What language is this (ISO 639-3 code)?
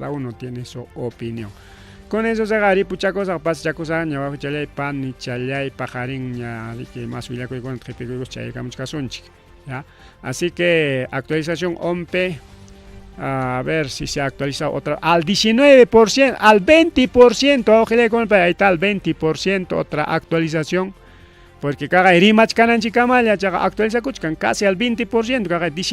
quy